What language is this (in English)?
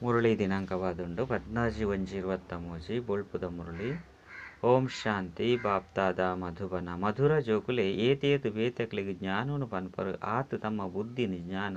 Tulu